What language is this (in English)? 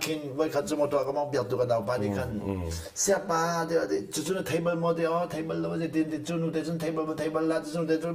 Hakha Chin